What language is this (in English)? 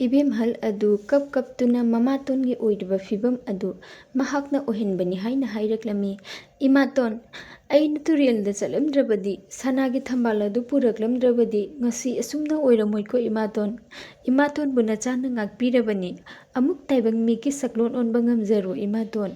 Manipuri